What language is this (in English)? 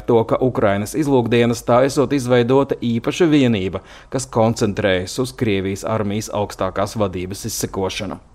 Latvian